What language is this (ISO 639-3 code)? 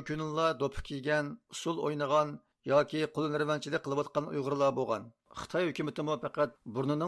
uig